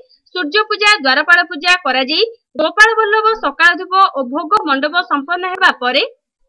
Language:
Odia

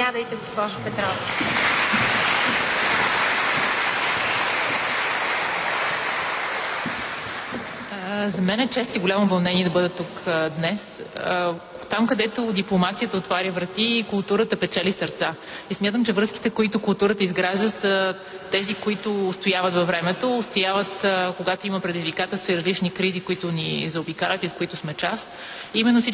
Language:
Bulgarian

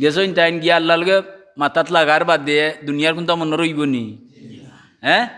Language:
Sylheti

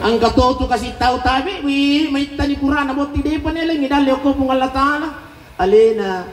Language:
Buginese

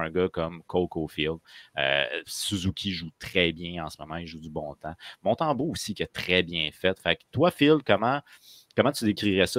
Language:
French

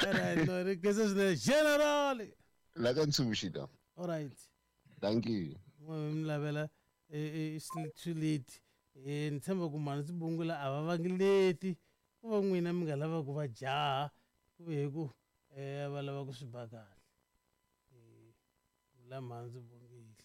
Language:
Tsonga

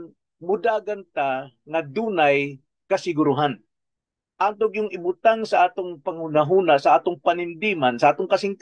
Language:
Cebuano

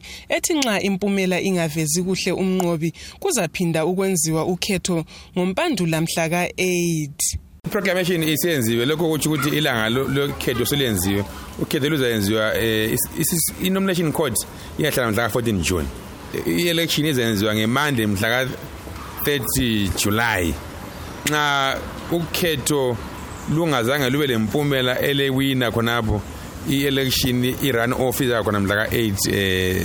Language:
North Ndebele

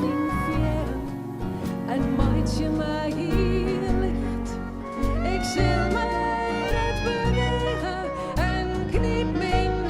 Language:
Western Frisian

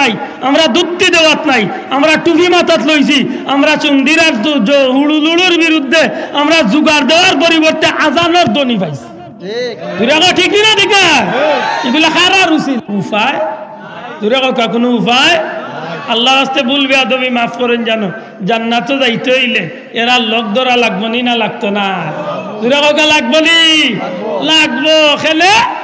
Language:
Sylheti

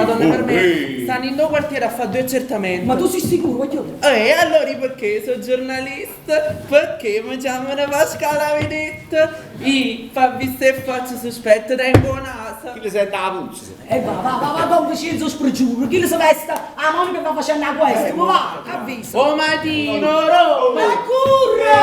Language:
Neapolitan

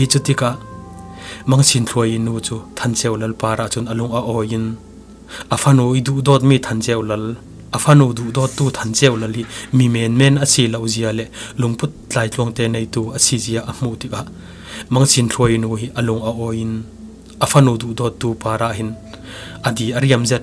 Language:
Falam Chin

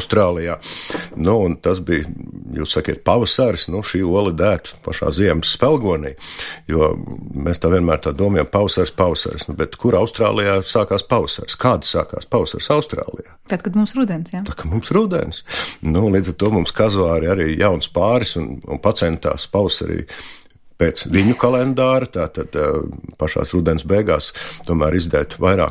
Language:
Latvian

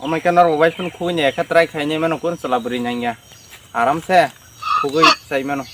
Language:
Kok Borok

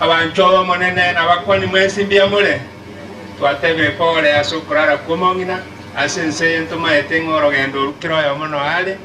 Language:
Gusii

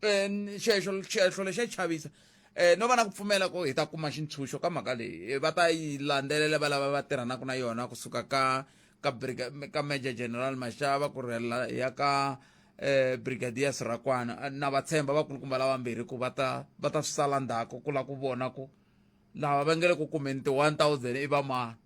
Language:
Tsonga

